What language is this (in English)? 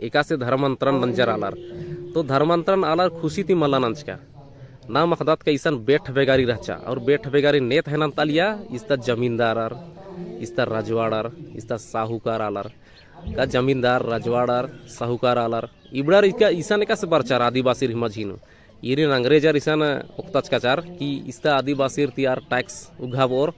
Kurukh